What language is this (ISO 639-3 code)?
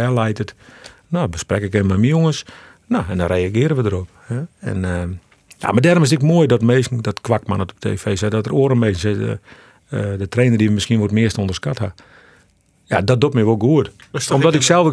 fry